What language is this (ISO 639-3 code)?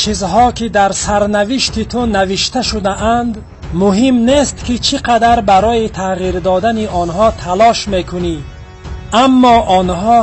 tgk